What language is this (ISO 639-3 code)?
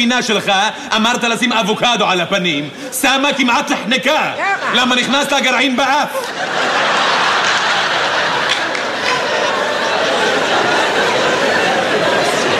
heb